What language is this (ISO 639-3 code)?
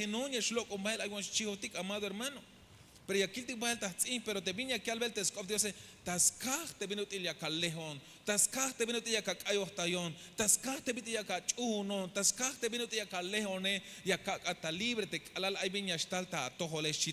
tzh